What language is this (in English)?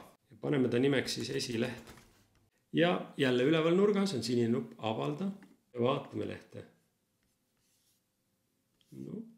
Estonian